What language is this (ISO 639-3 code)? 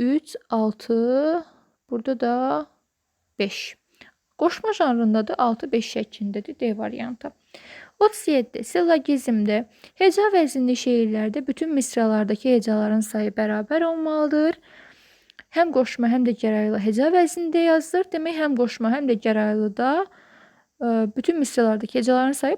aze